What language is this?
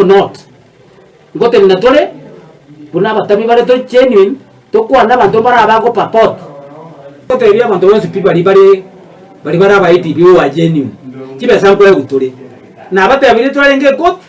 Gusii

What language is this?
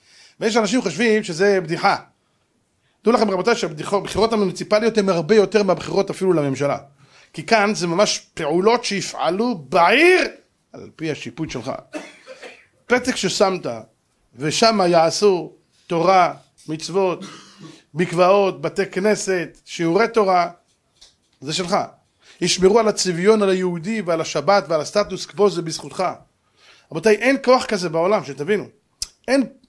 Hebrew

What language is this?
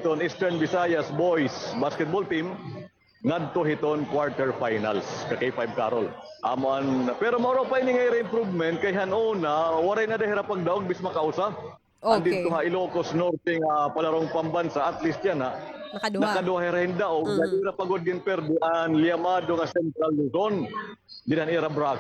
Waray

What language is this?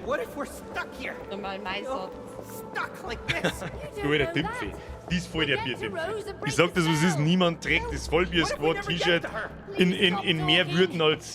Bavarian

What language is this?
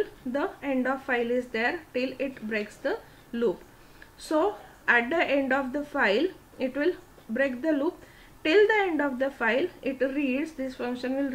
English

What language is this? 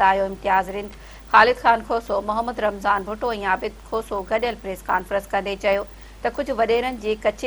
Sindhi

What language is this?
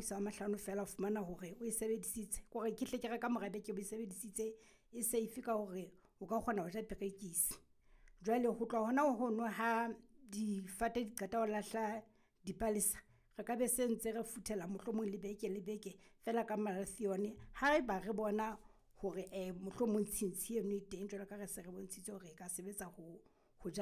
Southern Sotho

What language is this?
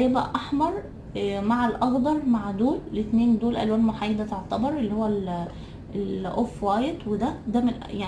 Egyptian Arabic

